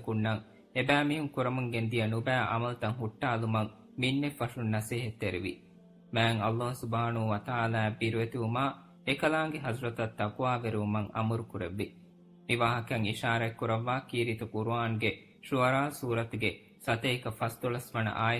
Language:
Divehi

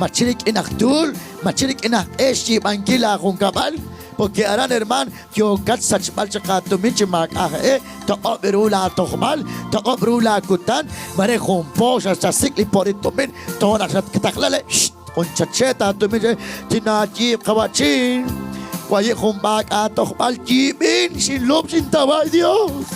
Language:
Kekchí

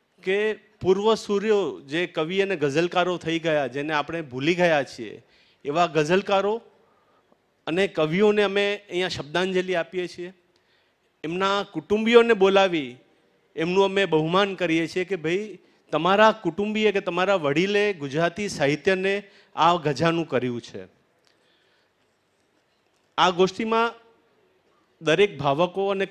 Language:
Gujarati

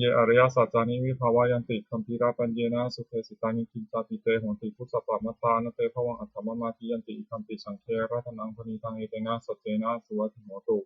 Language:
Pali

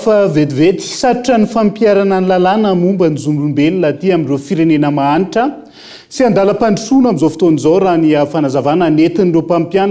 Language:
Malagasy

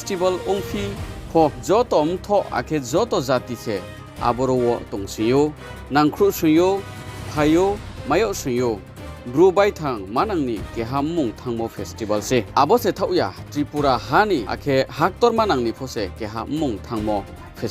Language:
Riang (India)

